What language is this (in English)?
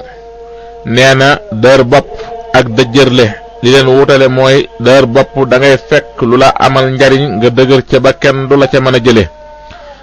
Wolof